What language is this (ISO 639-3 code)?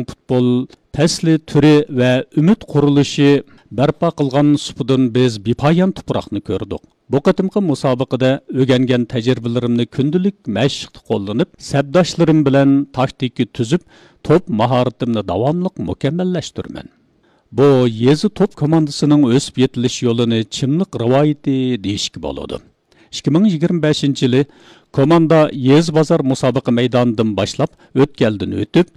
uig